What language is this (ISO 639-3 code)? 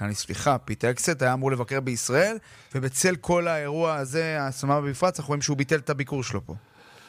heb